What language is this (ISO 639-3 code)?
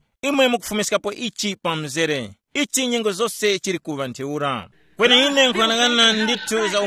tum